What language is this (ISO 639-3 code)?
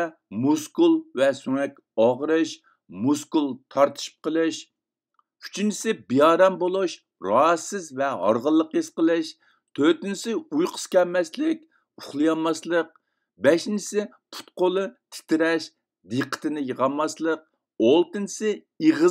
uig